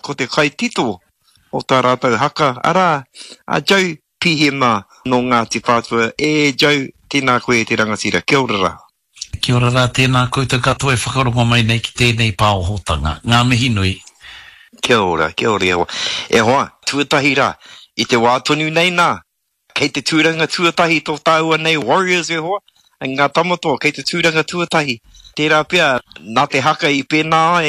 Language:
Māori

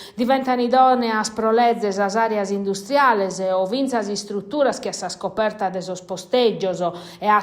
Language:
Sardinian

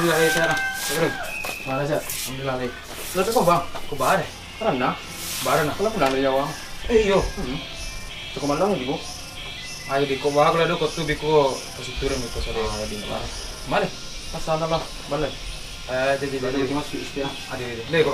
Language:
Minangkabau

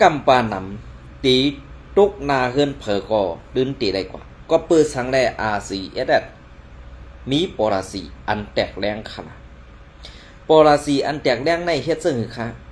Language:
Shan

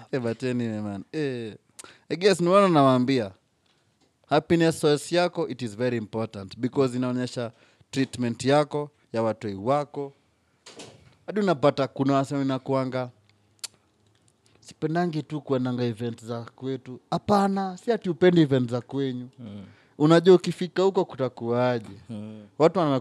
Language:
Swahili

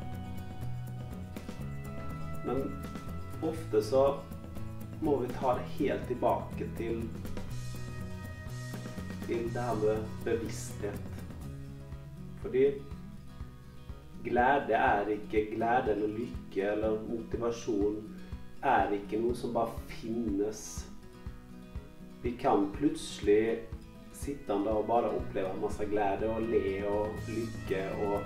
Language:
Norwegian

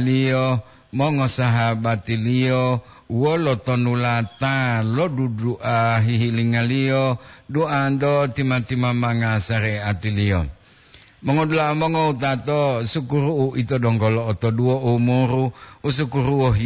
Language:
Gorontalo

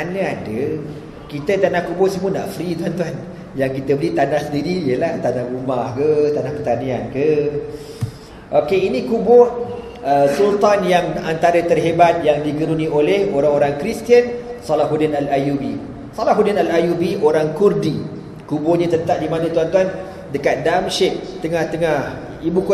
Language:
Malay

